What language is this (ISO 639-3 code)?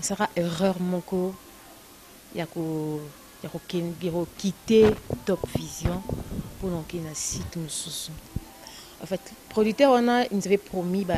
lin